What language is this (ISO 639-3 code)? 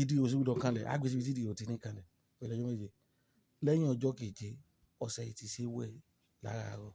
yor